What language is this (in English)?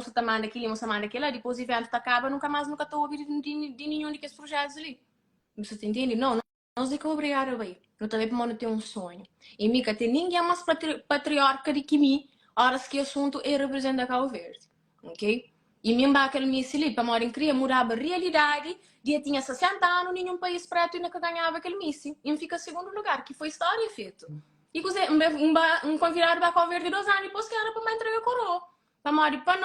Kabuverdianu